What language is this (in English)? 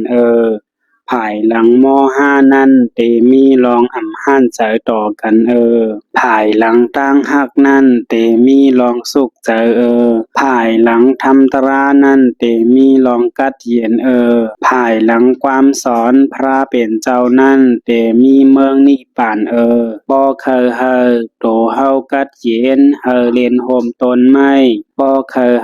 Shan